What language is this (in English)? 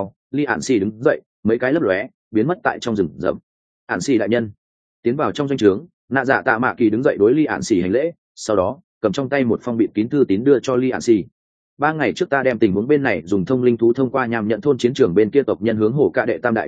Vietnamese